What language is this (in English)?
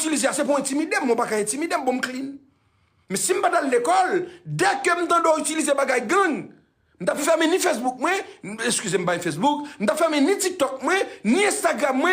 Haitian Creole